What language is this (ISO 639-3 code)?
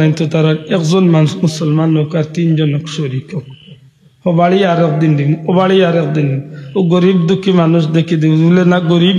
syl